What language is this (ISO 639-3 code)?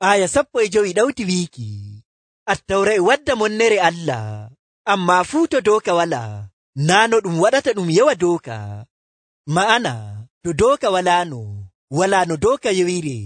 fuv